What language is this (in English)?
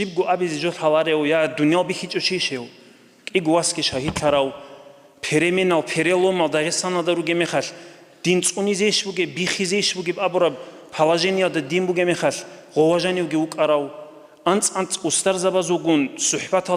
Avaric